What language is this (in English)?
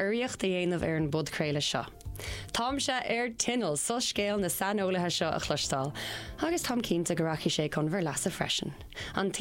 Irish